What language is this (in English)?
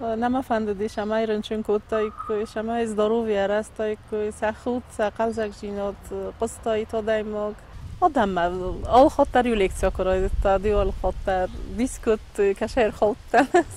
Ossetic